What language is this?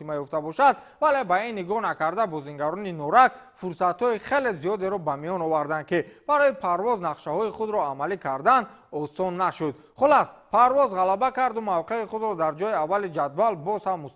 Tajik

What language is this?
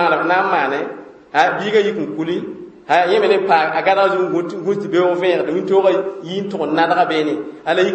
Mossi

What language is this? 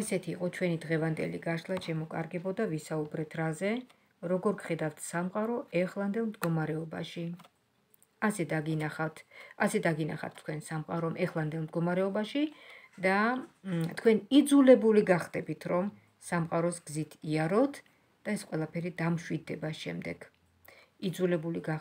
Georgian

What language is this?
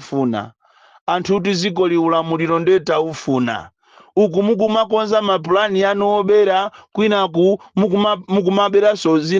Nyanja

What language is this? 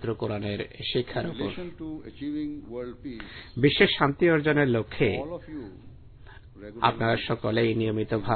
Bangla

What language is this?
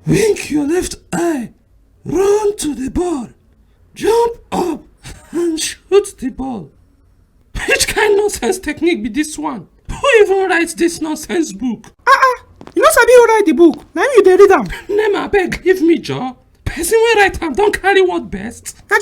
Nigerian Pidgin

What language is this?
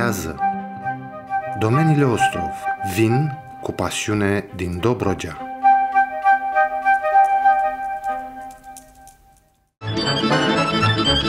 Romanian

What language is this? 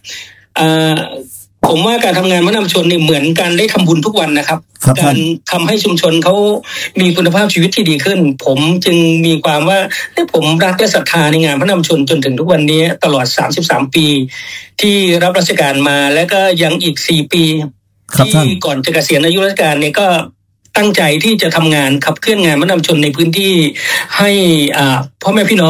Thai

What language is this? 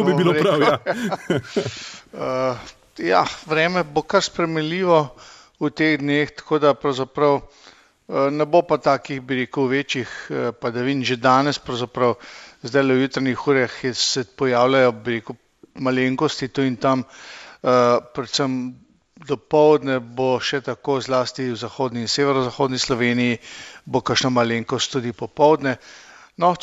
Slovenian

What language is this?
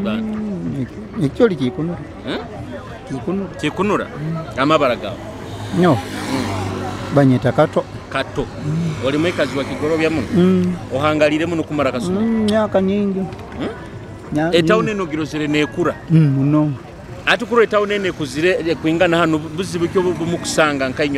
Nyoro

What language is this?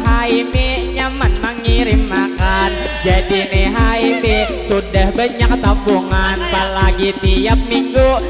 Banjar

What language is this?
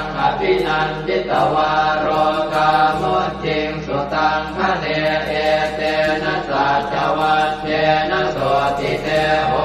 Pali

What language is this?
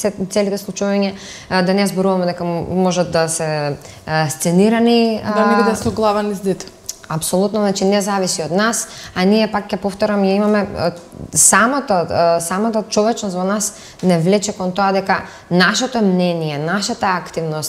Macedonian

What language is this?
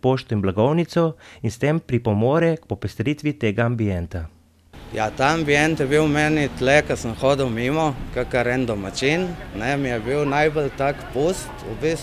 Slovenian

